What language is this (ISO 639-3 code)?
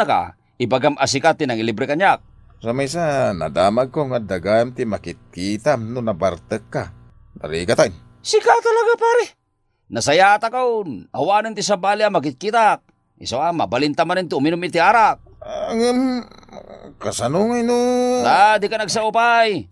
ilo